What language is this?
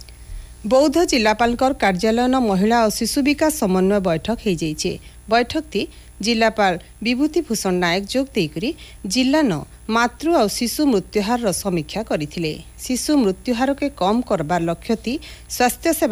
Odia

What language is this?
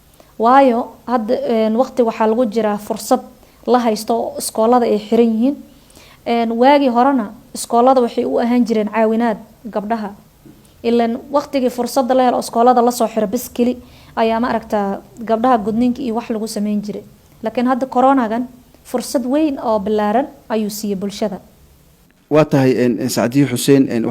Somali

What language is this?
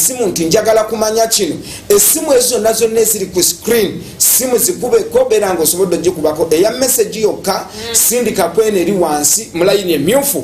Ganda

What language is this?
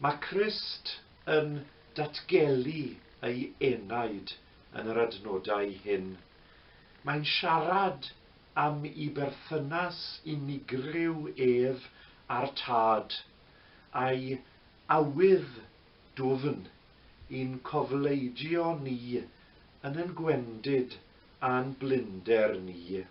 Welsh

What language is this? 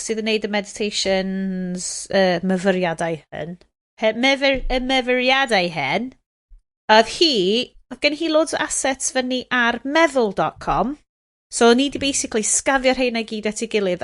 Welsh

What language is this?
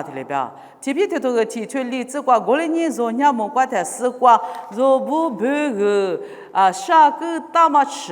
Lisu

